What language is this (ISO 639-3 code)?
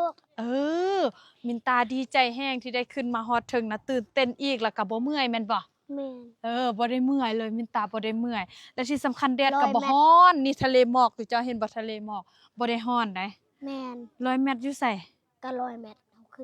lao